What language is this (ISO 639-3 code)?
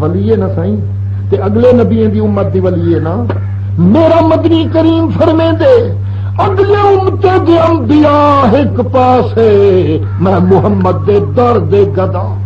skr